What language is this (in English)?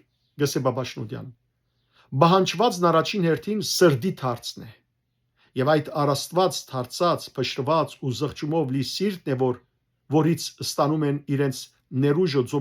Western Armenian